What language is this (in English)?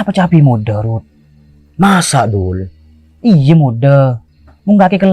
Madurese